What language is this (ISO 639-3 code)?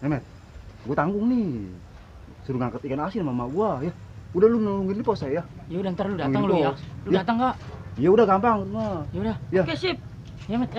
bew